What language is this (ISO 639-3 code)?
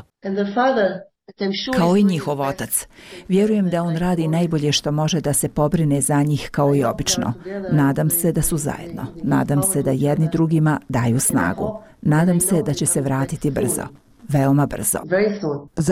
bos